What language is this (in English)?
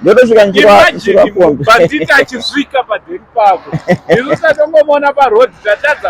Shona